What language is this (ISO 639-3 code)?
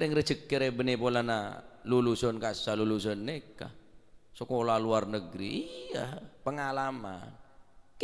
mad